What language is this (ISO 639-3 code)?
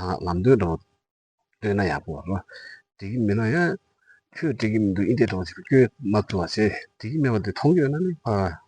bod